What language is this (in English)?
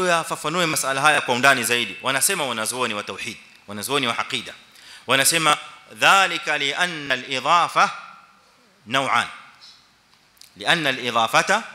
Swahili